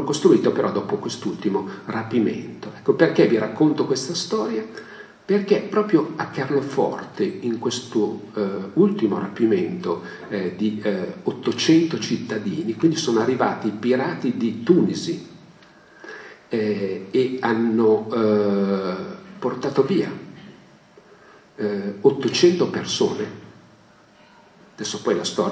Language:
Italian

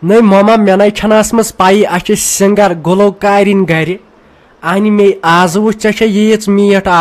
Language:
Kashmiri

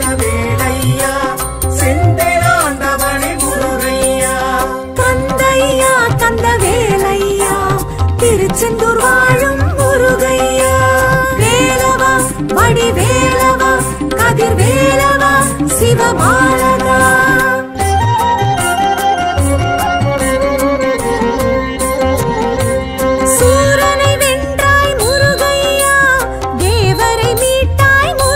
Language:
Tamil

